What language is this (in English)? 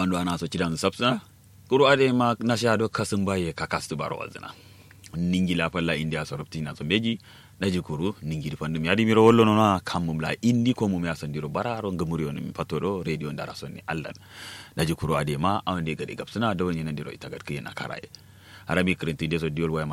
Kanuri